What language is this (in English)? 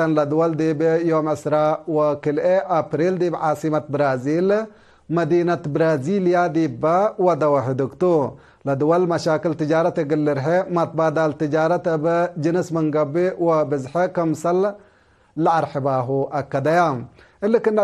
Tigre